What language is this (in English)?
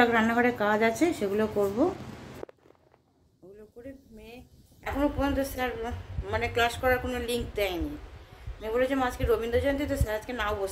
Bangla